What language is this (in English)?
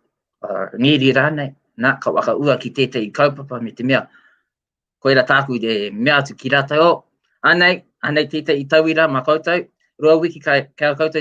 Māori